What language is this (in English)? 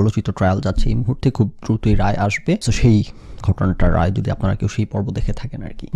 Bangla